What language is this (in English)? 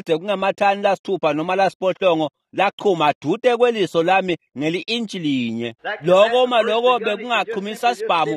Swati